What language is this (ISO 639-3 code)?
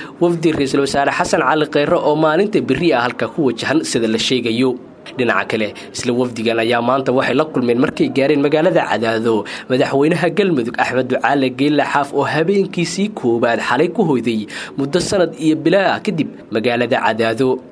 som